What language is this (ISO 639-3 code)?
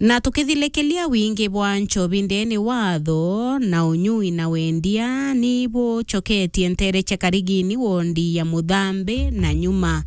mer